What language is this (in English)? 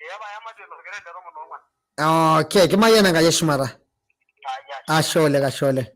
Masai